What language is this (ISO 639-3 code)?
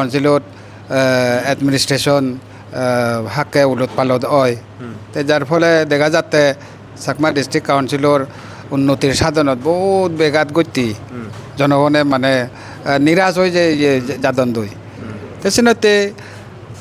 ccp